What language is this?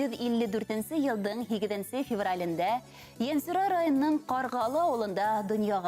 Bashkir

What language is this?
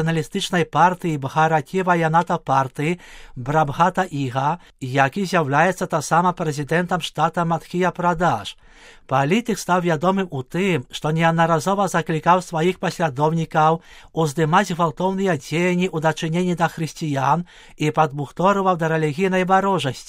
Belarusian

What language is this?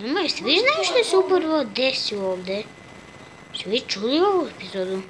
Bosnian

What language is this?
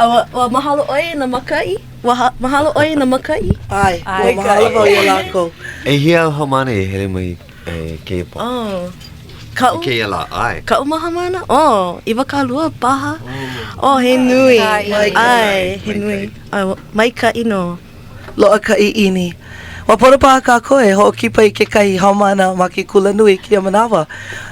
Hawaiian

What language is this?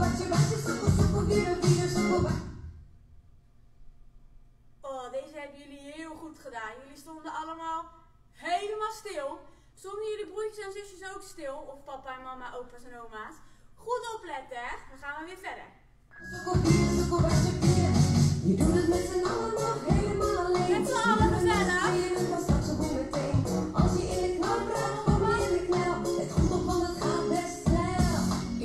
Dutch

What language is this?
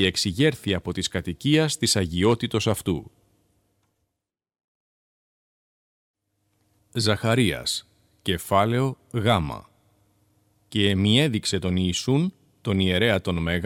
Greek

